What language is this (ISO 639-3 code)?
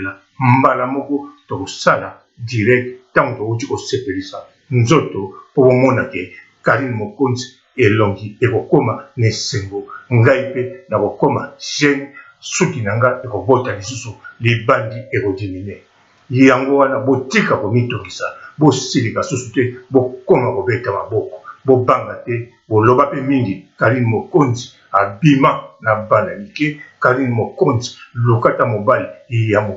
lin